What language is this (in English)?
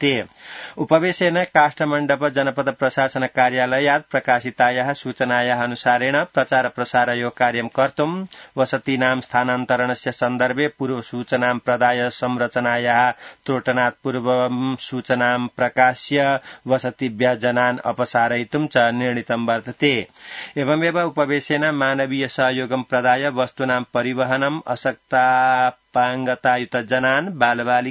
Sanskrit